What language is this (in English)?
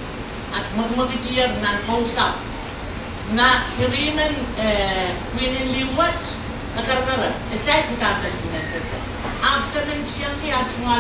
Pohnpeian